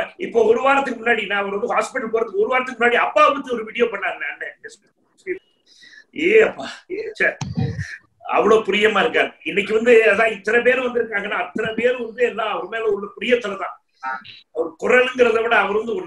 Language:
Tamil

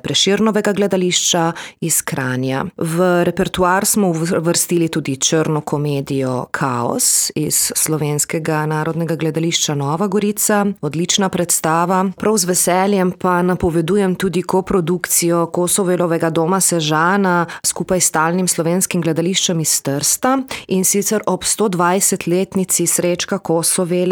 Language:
Slovenian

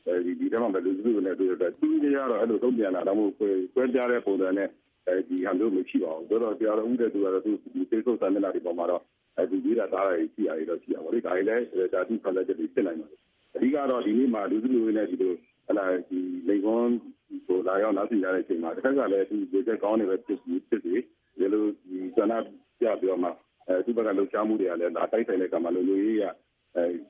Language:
Burmese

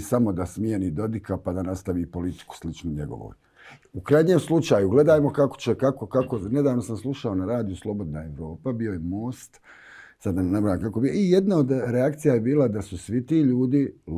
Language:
Croatian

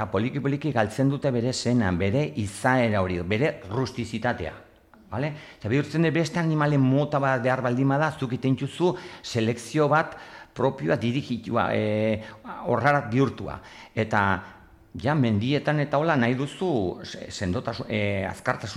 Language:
Basque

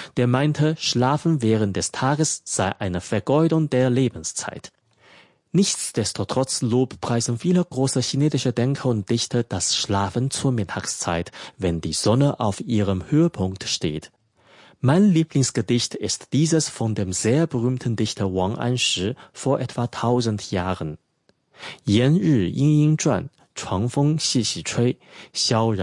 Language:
German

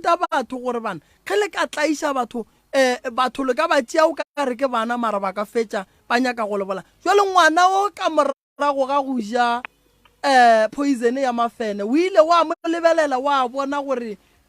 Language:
Northern Sotho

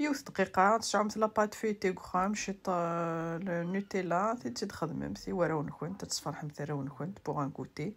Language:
Kabyle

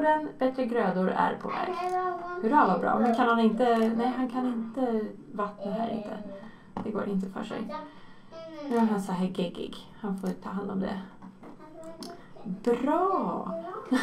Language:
Swedish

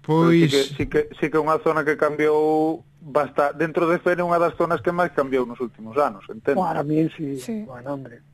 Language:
Galician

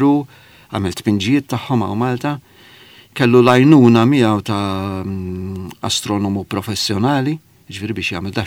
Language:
Maltese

